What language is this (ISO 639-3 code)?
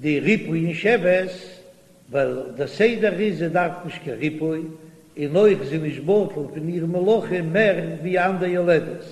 yid